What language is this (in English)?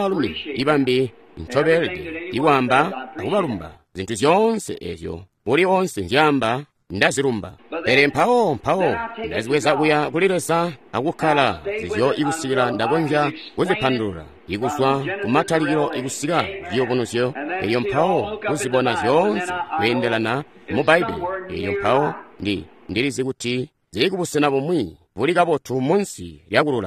Tonga (Zambia)